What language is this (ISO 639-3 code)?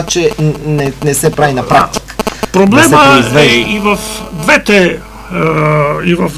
bul